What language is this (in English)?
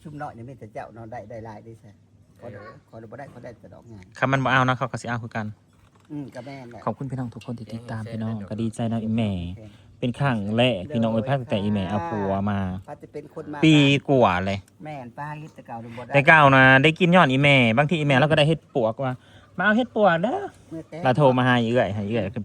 Northeastern Thai